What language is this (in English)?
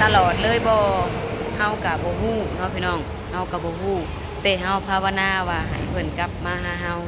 Lao